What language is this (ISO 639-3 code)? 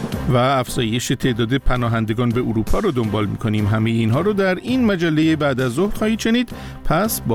fas